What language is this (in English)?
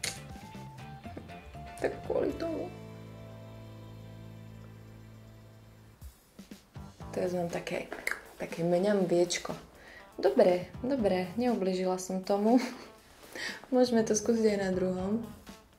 Slovak